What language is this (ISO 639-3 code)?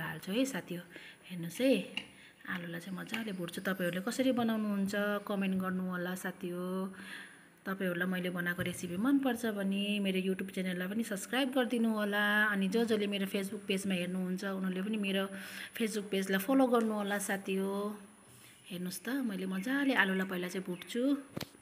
nep